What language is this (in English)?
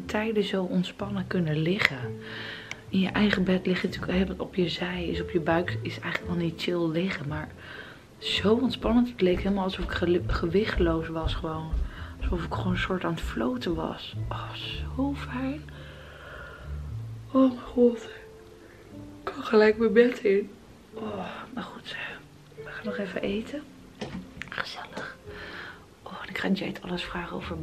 Dutch